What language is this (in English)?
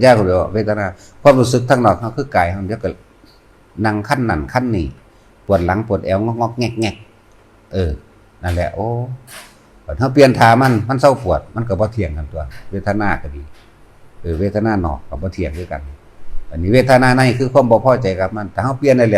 Northeastern Thai